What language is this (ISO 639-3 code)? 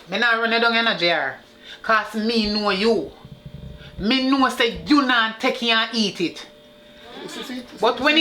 jam